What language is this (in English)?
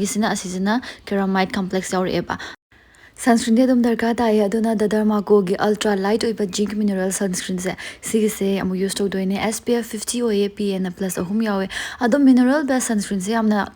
Manipuri